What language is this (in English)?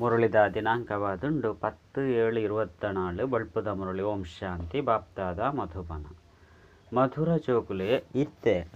Tulu